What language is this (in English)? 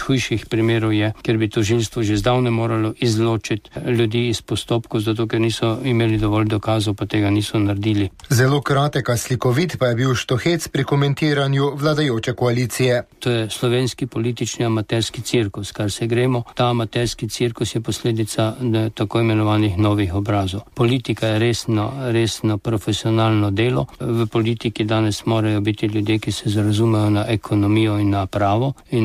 Slovenian